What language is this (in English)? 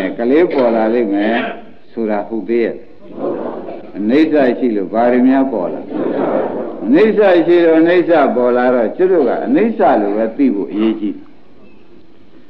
Burmese